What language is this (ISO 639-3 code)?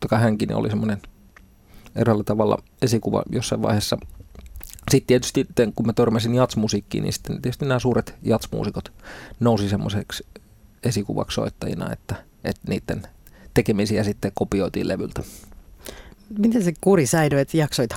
fin